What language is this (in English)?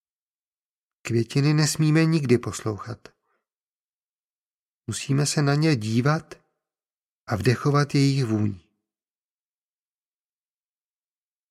Czech